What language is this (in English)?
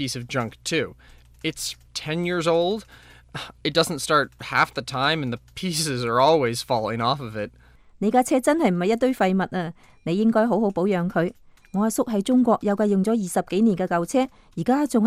Cantonese